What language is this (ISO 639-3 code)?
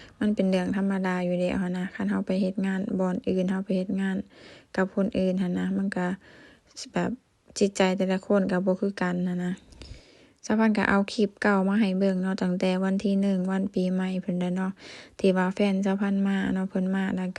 lao